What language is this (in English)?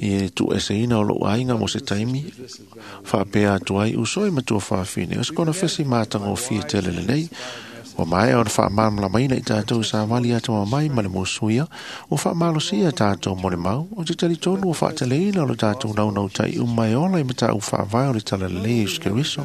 Samoan